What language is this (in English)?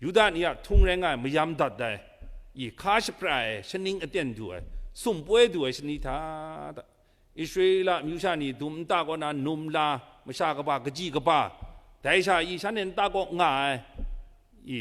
Kachin